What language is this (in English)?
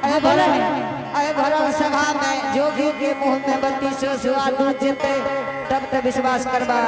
Angika